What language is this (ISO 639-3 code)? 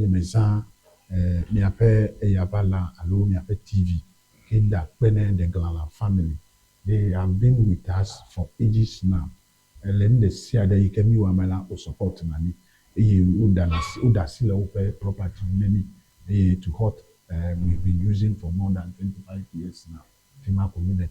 ewe